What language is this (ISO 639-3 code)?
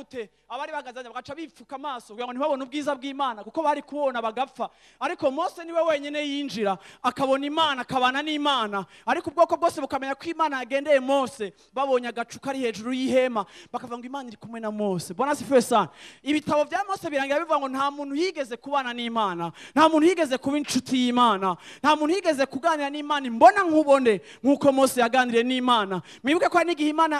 run